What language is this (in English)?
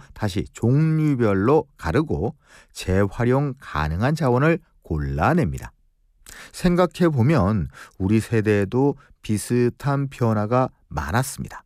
Korean